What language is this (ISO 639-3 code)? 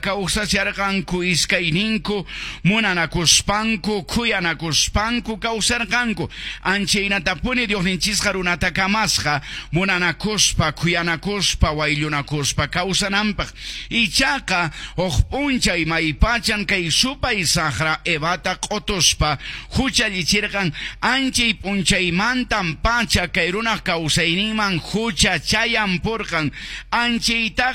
que